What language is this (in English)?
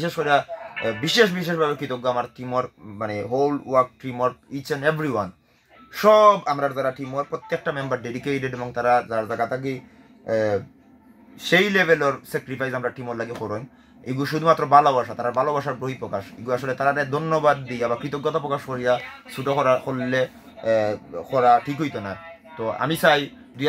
Sylheti